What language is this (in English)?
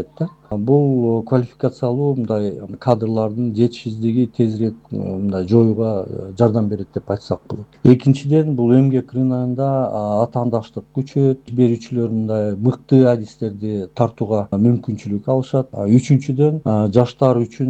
Kyrgyz